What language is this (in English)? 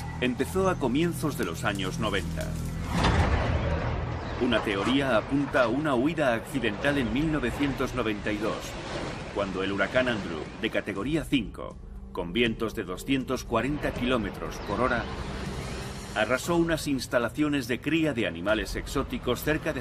Spanish